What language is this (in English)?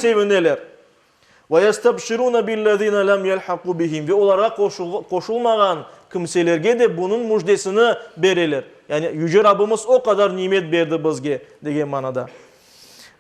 Crimean Tatar